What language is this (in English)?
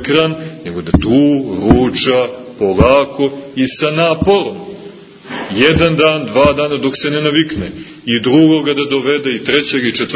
Serbian